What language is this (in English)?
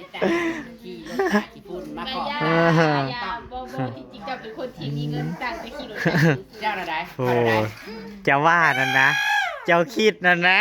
Northeastern Thai